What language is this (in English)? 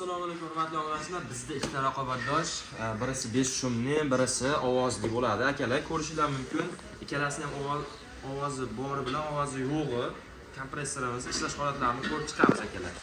Uzbek